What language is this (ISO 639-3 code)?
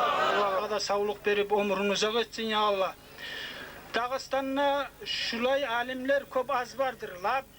kum